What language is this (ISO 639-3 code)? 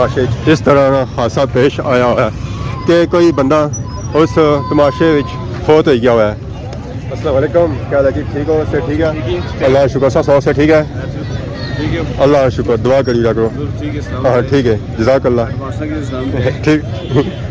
phr